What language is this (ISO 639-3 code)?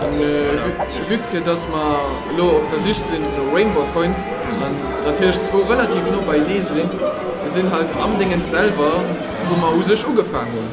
ltz